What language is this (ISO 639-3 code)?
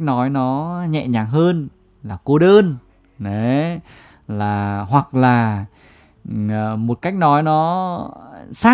vie